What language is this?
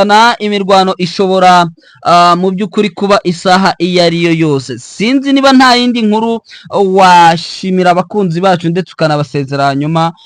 Kinyarwanda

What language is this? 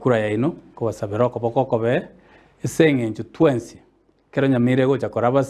Gusii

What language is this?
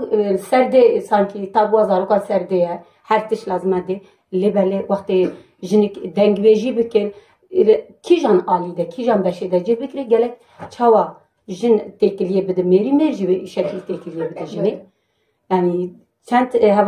Kurdish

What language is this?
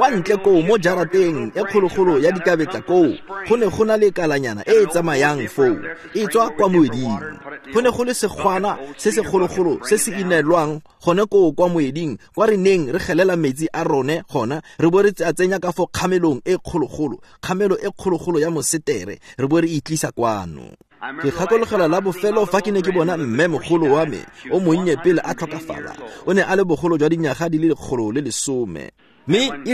Tswana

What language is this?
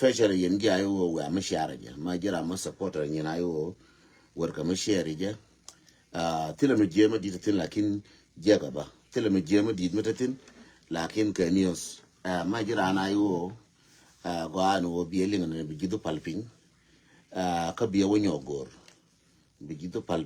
Nuer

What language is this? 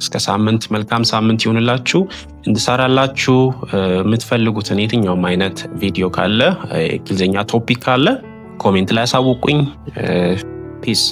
Amharic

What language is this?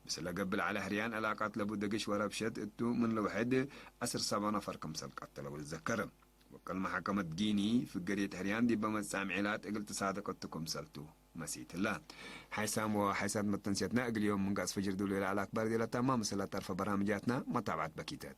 Tigre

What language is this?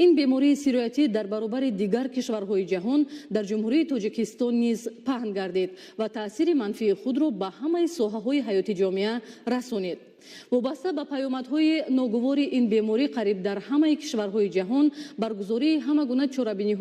Tajik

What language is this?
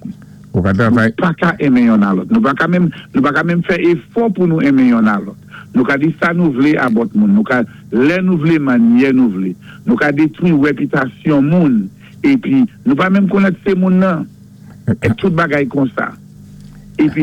Saint Lucian Creole French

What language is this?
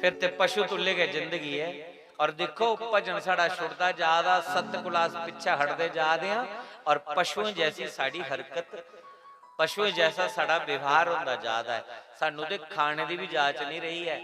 Dogri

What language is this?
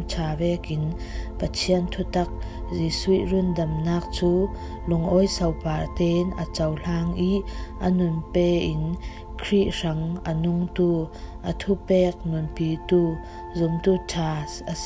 Falam Chin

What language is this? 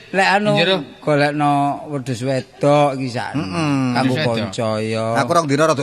Javanese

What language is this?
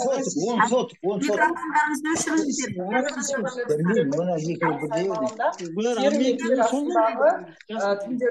Kazakh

